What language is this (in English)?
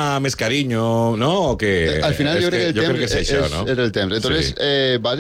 Catalan